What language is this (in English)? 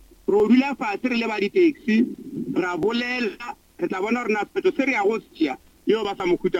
Northern Sotho